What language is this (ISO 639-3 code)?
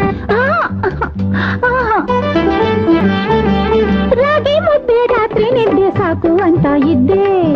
kan